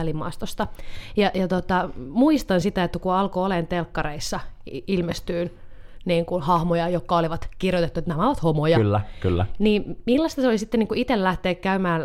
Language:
Finnish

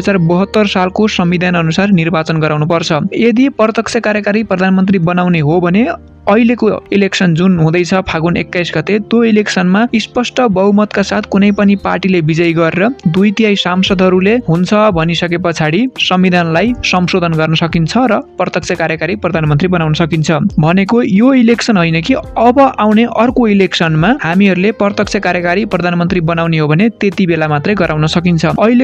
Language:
Nepali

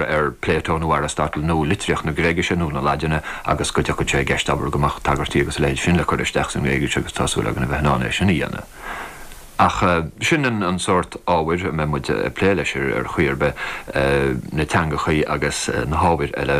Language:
Irish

